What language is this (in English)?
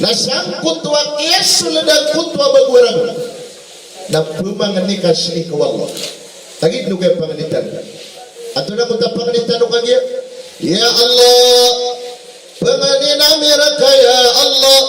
Maranao